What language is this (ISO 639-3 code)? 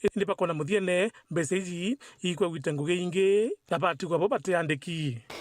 mer